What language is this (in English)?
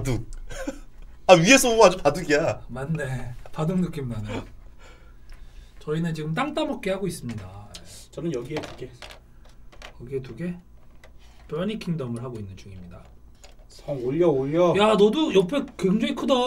Korean